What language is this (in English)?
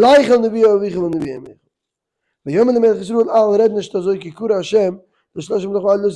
Yiddish